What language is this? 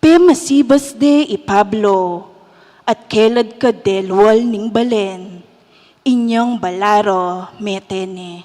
Pampanga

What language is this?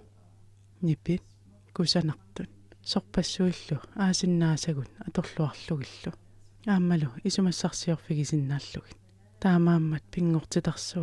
Kalaallisut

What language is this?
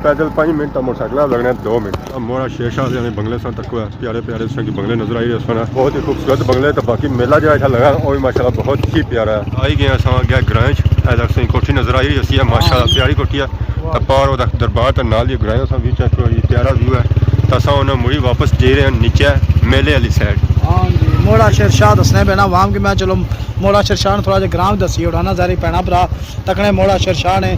Pahari-Potwari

